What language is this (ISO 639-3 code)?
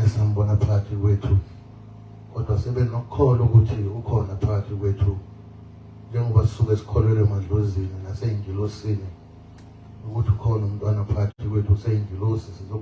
zul